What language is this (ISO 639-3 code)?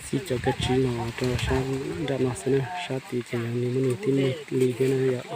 hmn